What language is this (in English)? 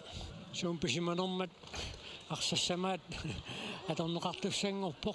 Kalaallisut